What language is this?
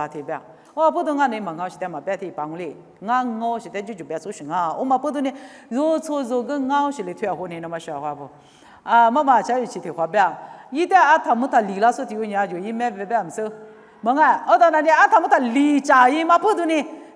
Lisu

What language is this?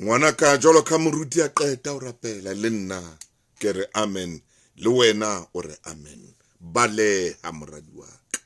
Southern Sotho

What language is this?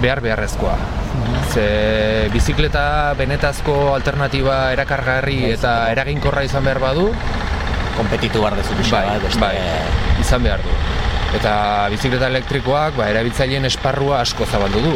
Basque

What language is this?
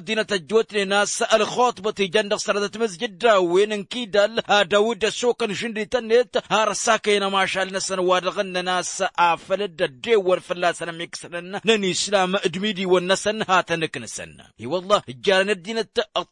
Tamasheq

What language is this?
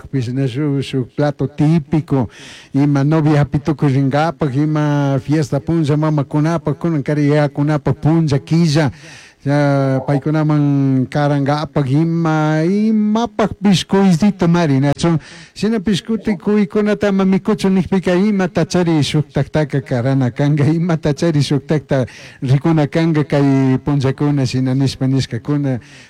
Chimborazo Highland Quichua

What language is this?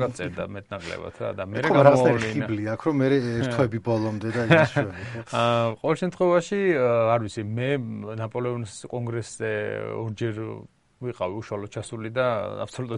Georgian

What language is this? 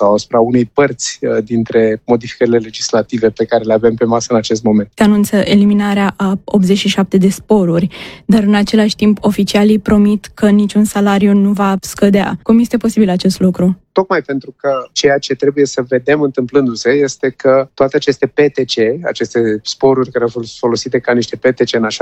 Romanian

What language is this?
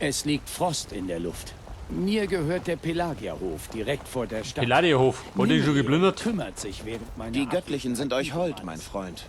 Bavarian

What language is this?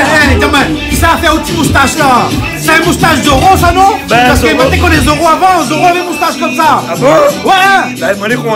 Réunion Creole French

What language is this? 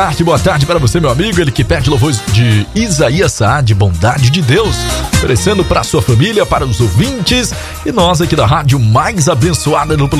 Portuguese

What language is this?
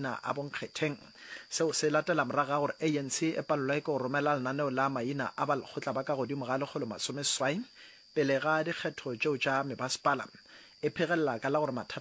Northern Sotho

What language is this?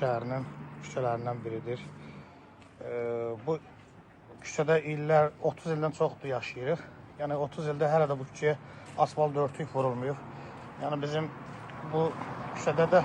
Azerbaijani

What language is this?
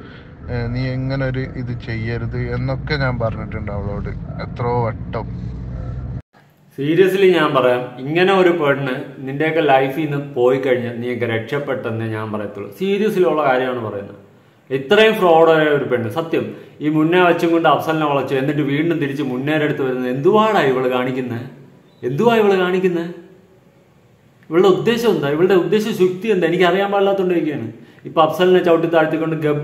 Malayalam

